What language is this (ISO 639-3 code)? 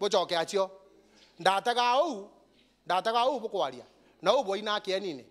mer